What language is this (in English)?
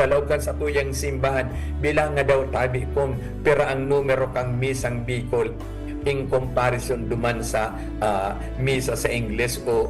Bikol